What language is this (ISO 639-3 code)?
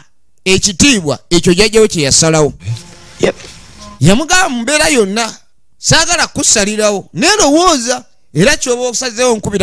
lug